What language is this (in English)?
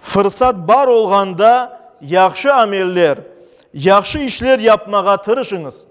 Crimean Tatar